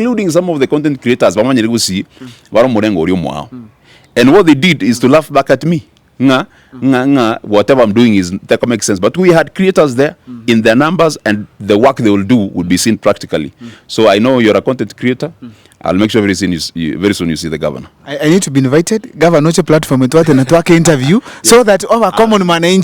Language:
Gusii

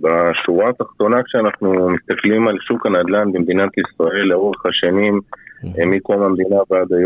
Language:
Hebrew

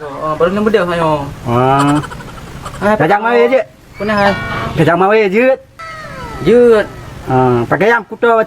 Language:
Achinese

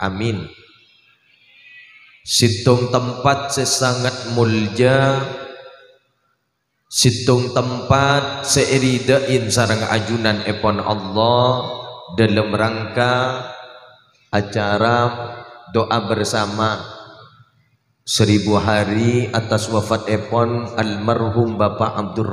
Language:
Madurese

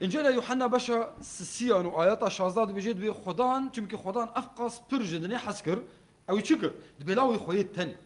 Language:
Kurdish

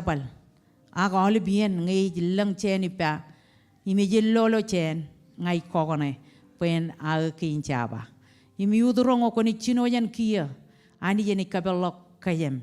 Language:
Marshallese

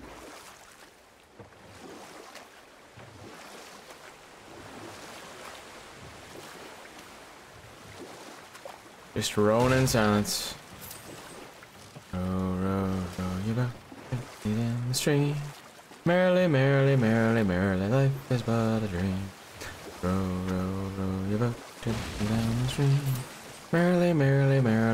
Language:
English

